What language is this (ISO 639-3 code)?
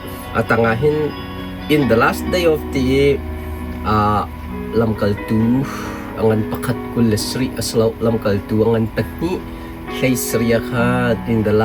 cnh